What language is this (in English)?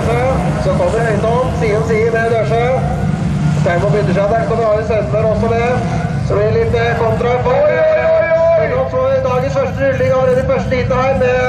Norwegian